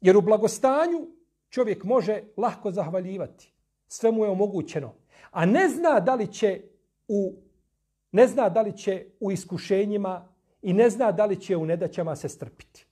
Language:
Bosnian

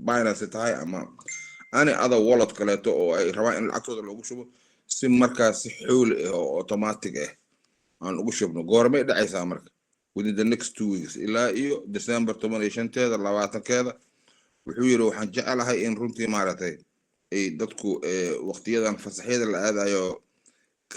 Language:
Somali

